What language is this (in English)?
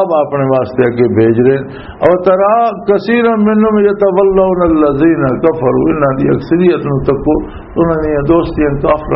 Western Panjabi